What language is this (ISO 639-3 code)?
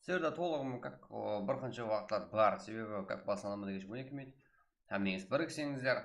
kaa